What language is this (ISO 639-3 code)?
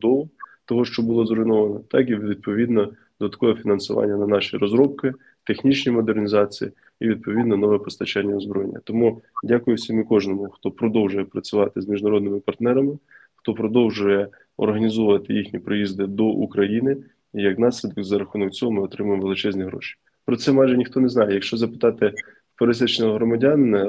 ukr